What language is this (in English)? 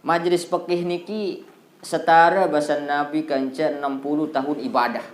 Sasak